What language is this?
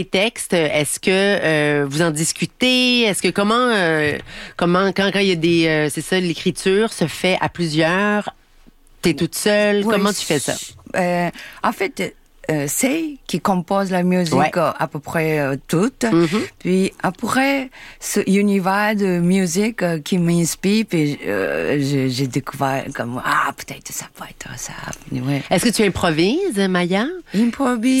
French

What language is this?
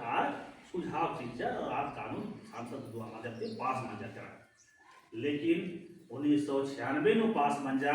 Kurukh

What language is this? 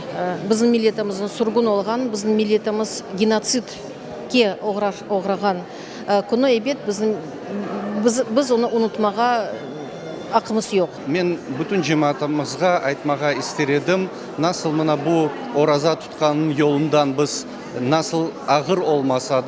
Crimean Tatar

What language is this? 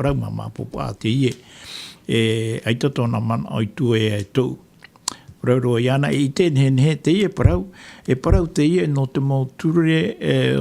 Tahitian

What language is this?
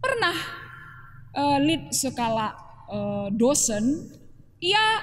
Batak Karo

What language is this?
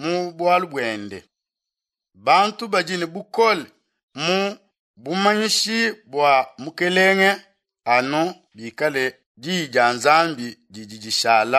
Luba-Lulua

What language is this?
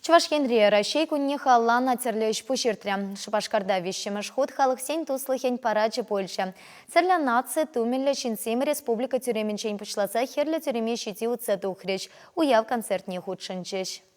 Chuvash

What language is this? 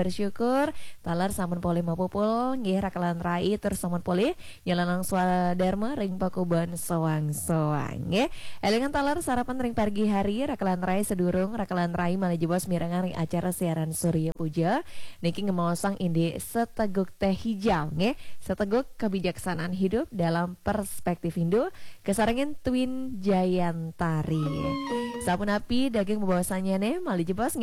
Balinese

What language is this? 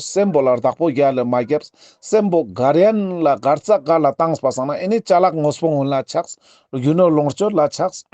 Ladakhi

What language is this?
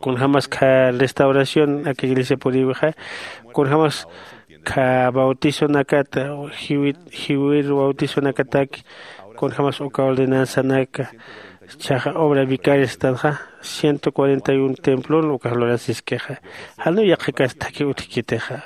Aymara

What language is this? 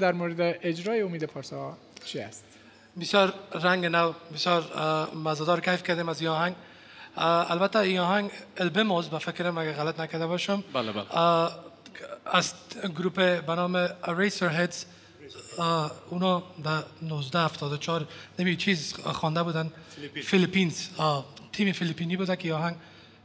Persian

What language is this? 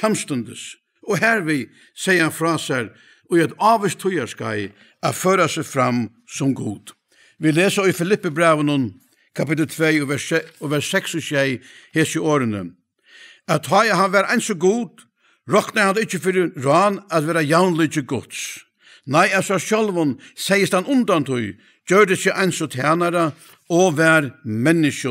Faroese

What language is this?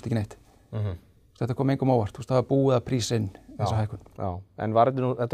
Icelandic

